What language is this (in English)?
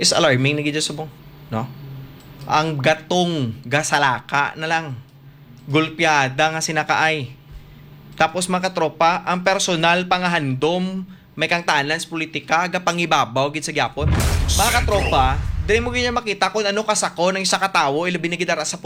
Hiligaynon